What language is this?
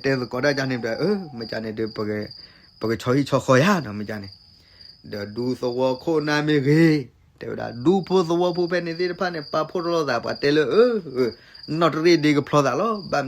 S'gaw Karen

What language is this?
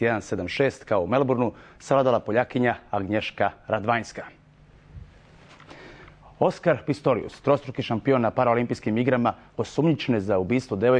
Serbian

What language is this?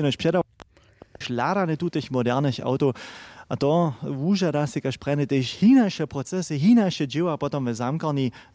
Upper Sorbian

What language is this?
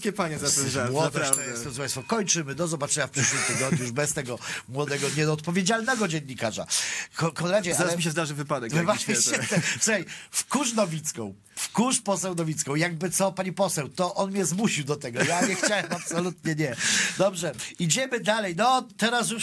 Polish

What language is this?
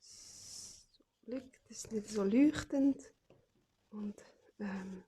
Swiss German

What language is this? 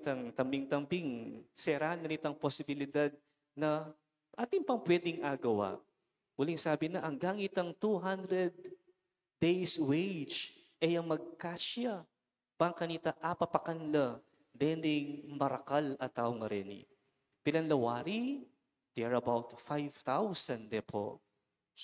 Pampanga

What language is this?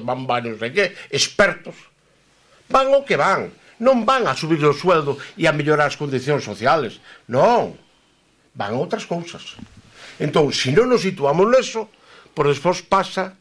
Galician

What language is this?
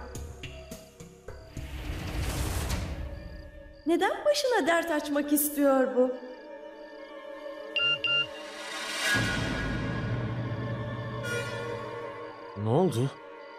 Turkish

